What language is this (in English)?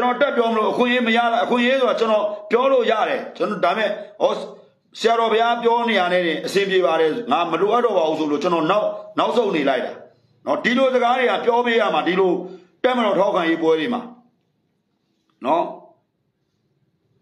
Burmese